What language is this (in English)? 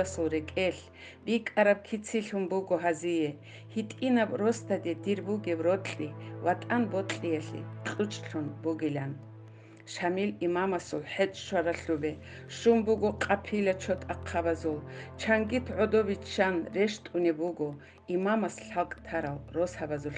Avaric